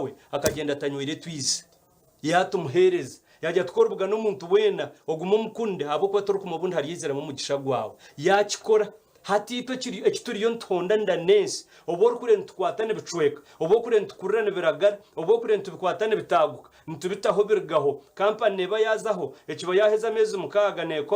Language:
Nyankole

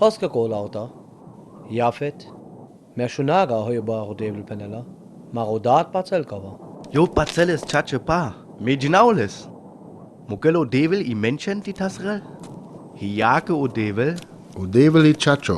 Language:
Sinte Romani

